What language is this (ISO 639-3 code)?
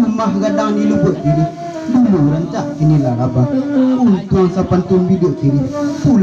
min